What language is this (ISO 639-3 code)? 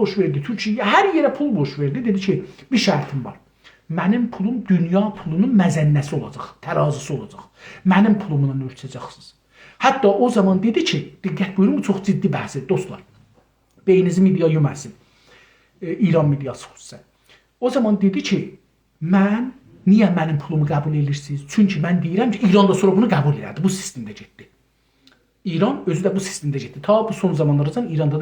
azb